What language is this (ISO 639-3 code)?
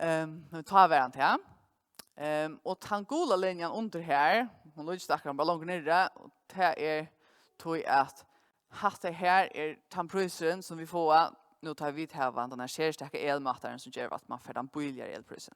fao